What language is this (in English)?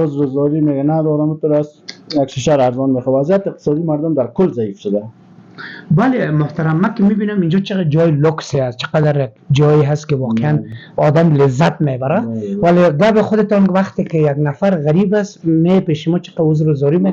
Persian